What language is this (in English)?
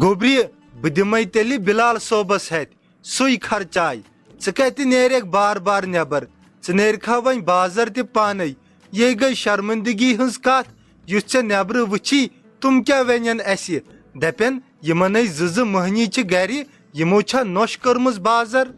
Kashmiri